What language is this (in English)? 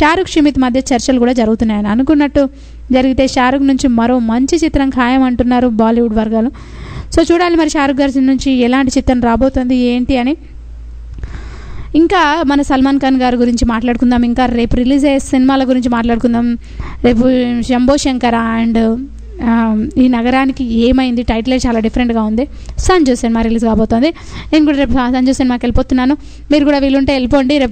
Telugu